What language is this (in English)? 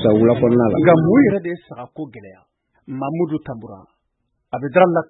Bambara